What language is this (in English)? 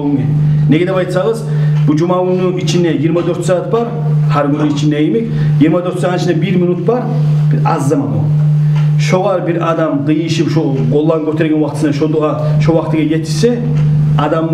Kumyk